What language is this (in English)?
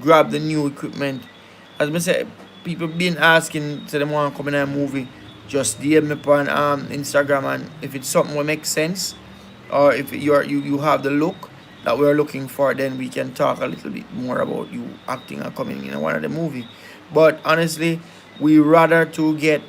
Jamaican Creole English